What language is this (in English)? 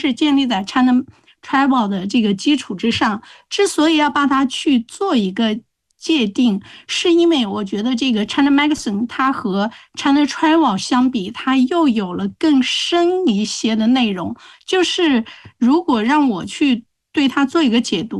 Chinese